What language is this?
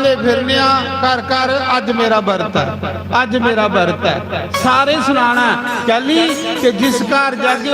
Dogri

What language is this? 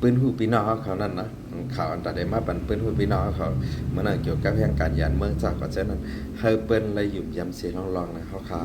Shan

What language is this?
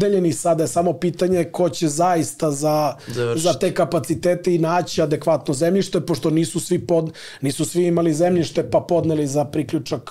Serbian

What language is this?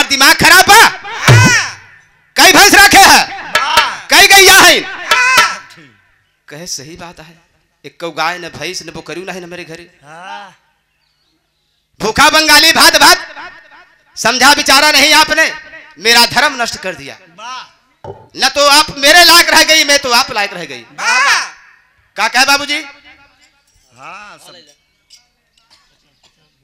Bhojpuri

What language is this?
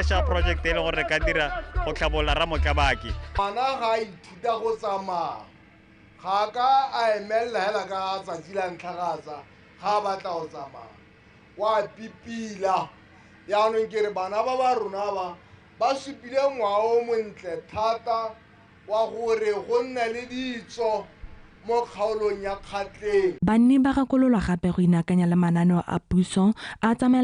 Tswana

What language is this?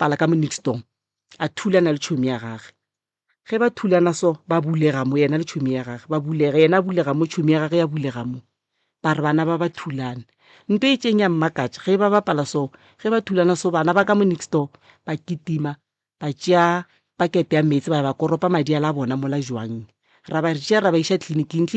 Northern Sotho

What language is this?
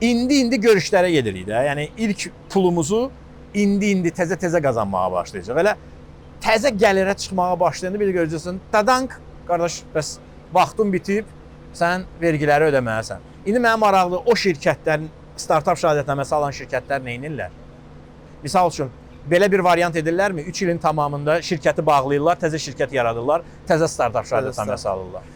Azerbaijani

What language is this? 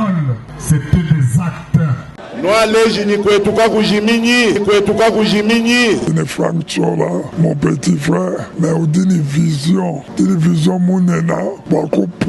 Luba-Lulua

